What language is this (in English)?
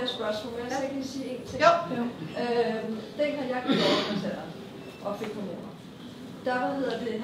Danish